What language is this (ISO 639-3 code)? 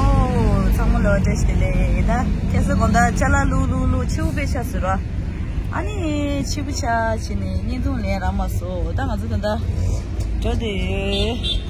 bod